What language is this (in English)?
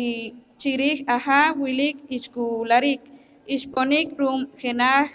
Poqomchi'